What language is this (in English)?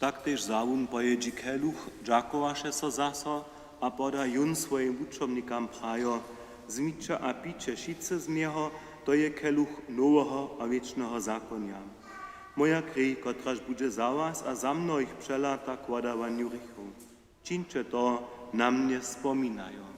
Upper Sorbian